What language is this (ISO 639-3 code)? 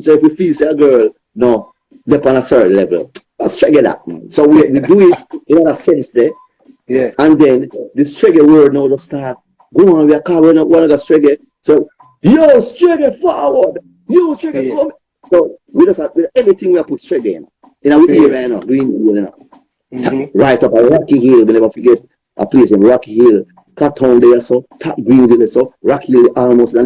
jam